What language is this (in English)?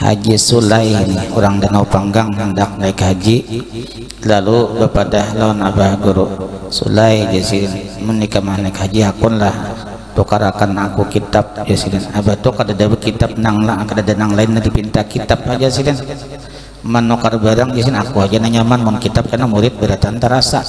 Banjar